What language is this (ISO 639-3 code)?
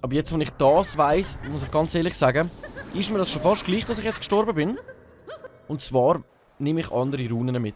gsw